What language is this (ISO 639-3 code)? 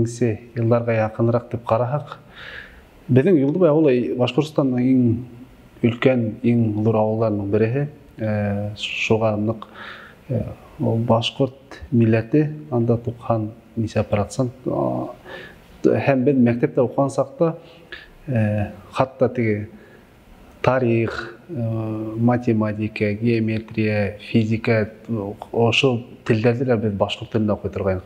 bak